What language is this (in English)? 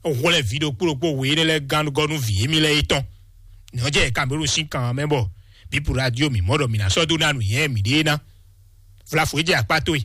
Fon